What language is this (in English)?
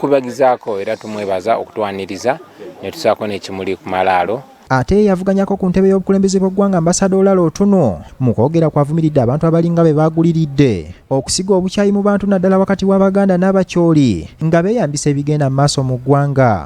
Ganda